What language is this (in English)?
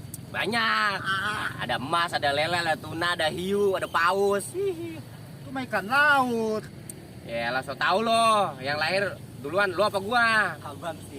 Betawi